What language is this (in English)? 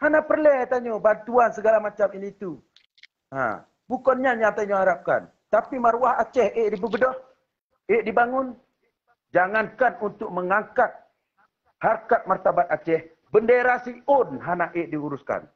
Achinese